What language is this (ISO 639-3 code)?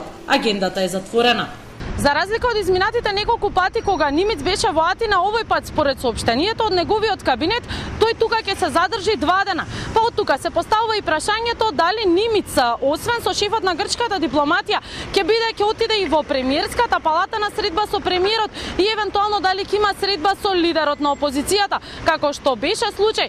mkd